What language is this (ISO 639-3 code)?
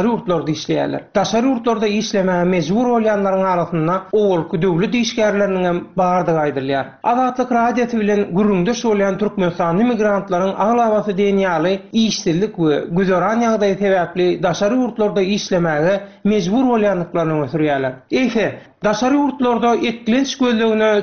tuk